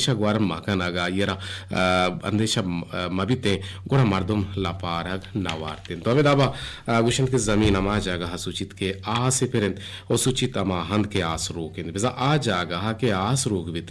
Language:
Eastern Balochi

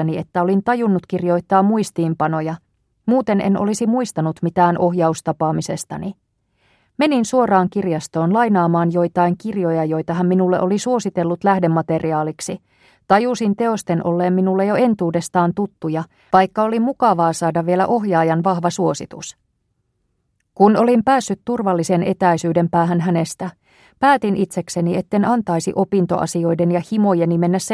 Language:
Finnish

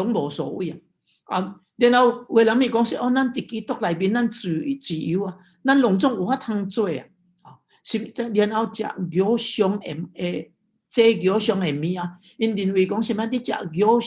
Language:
Min Nan Chinese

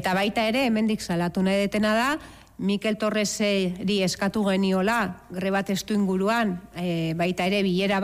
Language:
Basque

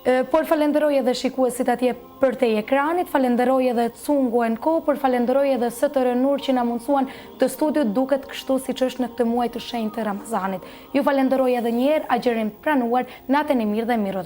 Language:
Albanian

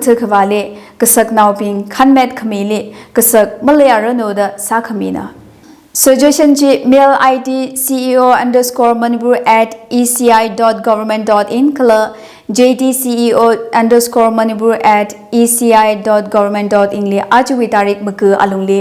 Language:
Tangkhul Naga (India)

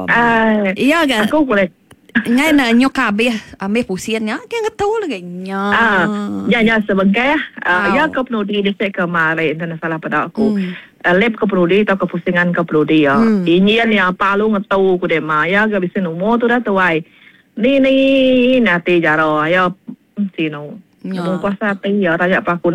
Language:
Iban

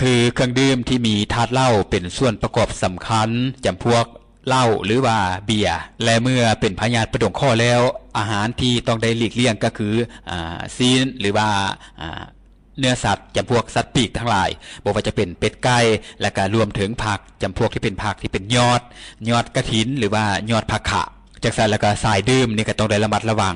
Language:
Lao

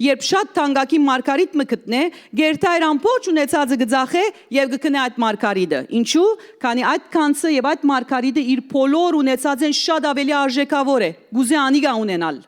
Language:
Western Armenian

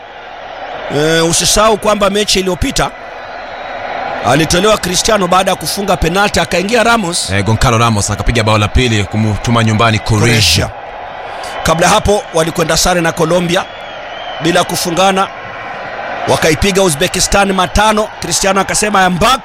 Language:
Swahili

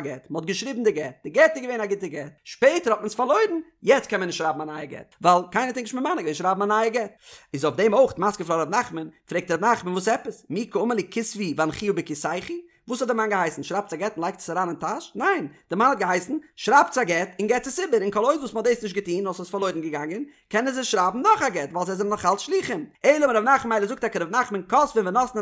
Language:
Yiddish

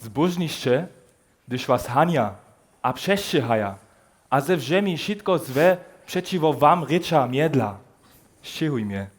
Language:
Upper Sorbian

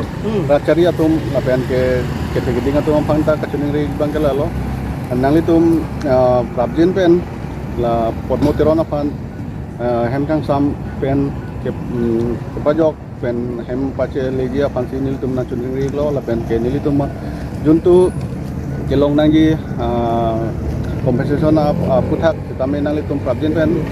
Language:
Karbi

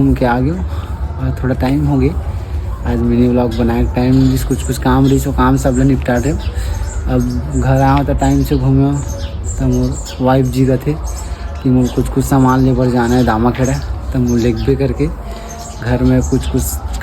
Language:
Chhattisgarhi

